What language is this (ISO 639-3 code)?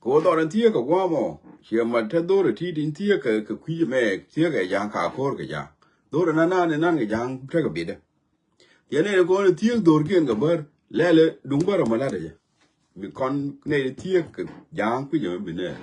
nus